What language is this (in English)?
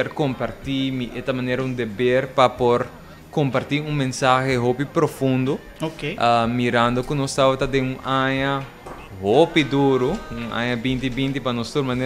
Papiamento